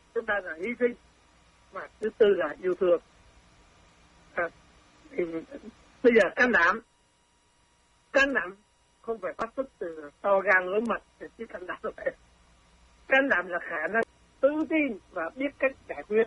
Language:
Vietnamese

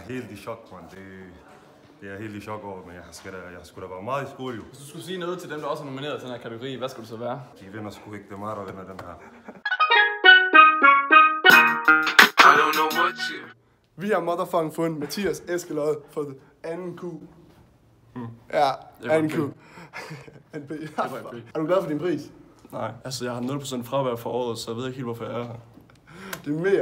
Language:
Danish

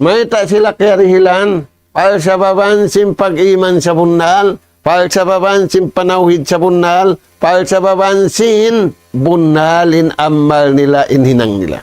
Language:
Tausug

